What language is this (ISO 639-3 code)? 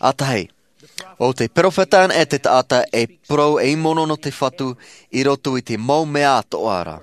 tah